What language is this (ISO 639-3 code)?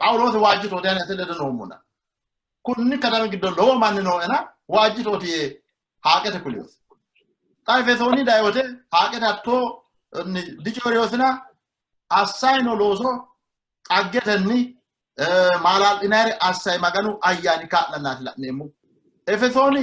sid